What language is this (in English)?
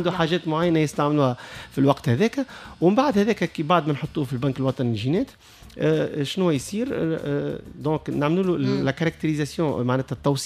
Tunisian Arabic